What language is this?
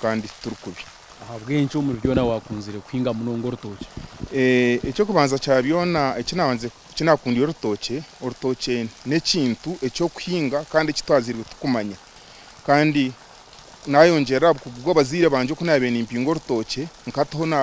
Nyankole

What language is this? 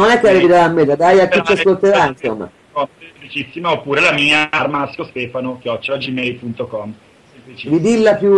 Italian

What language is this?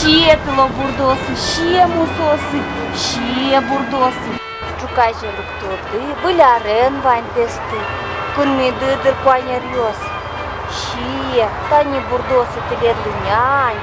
Udmurt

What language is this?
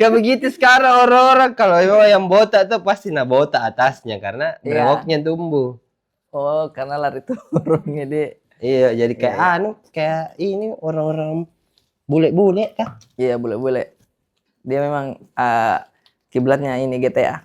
Makassar Malay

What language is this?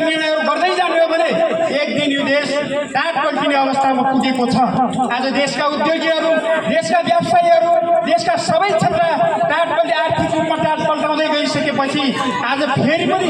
Nepali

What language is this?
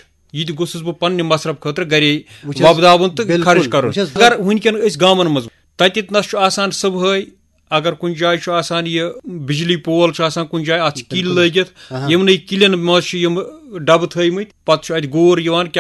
Kashmiri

